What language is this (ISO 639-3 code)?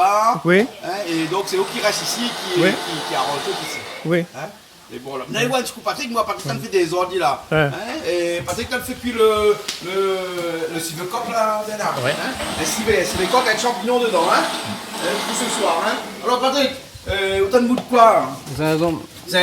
rcf